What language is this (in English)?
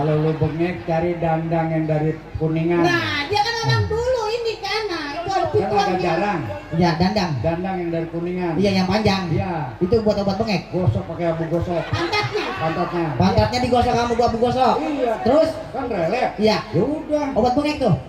Betawi